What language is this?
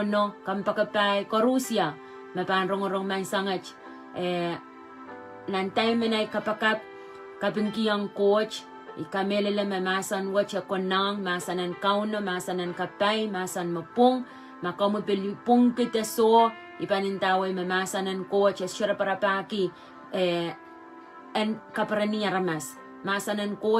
Pohnpeian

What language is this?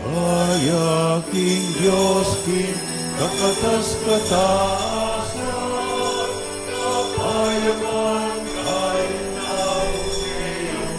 Pampanga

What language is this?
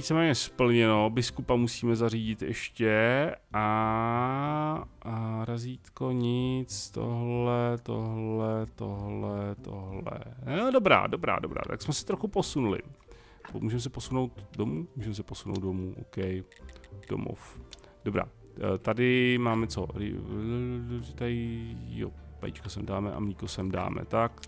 Czech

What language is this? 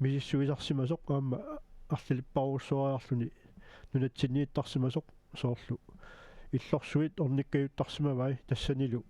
Kalaallisut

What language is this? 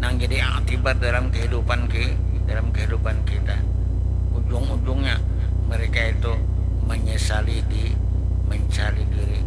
Banjar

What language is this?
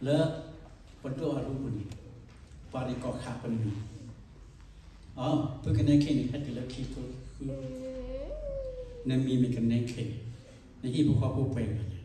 S'gaw Karen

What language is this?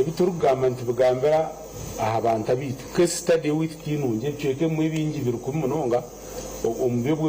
Nyankole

